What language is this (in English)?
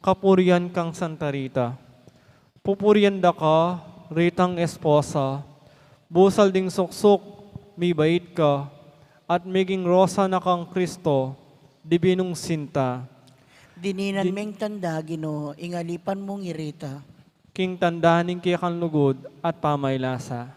Pampanga